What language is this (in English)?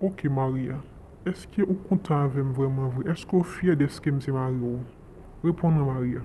Haitian Creole